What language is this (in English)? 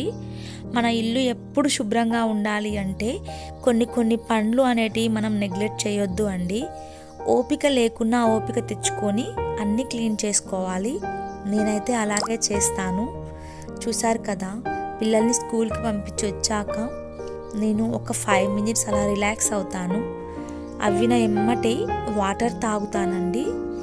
Telugu